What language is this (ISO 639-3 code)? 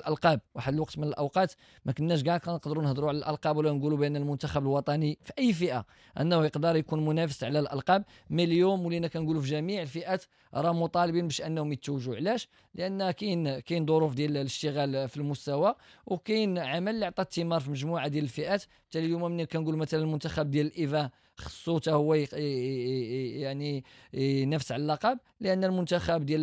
ary